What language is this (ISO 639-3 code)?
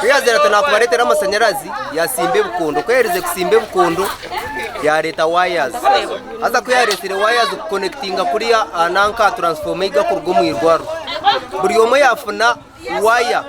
nyn